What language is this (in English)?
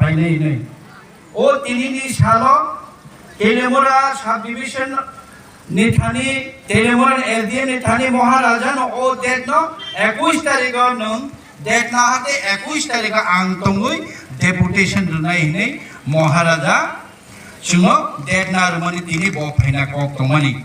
Kok Borok